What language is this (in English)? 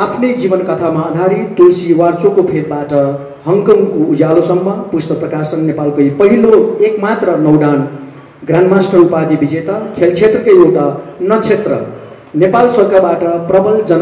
Nepali